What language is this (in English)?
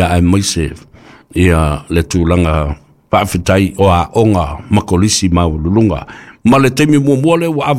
Samoan